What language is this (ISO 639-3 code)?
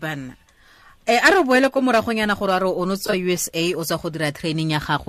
tsn